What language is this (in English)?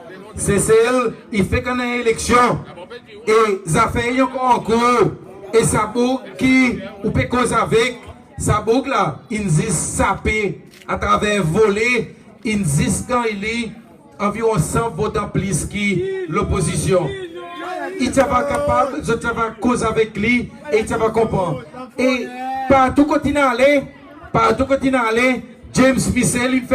Seselwa Creole French